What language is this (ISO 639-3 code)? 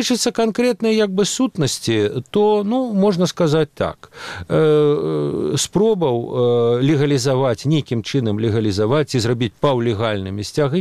bel